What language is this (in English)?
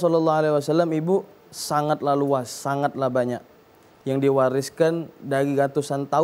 Musi